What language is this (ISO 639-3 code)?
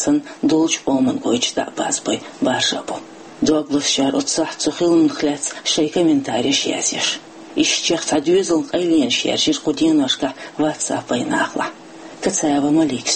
che